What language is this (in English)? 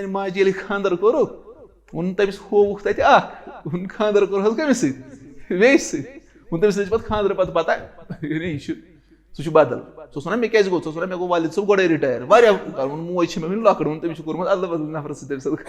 Kashmiri